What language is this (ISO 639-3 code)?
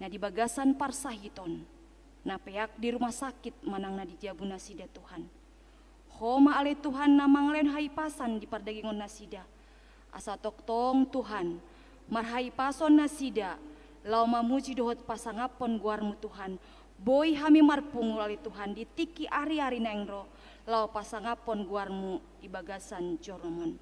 bbc